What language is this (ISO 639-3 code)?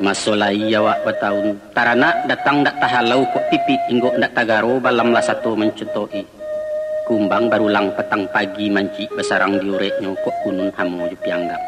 min